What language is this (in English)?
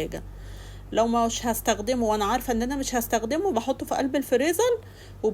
Egyptian Arabic